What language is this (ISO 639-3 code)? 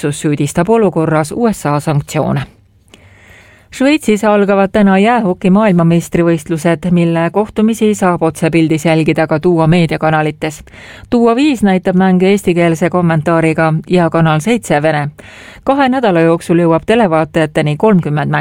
est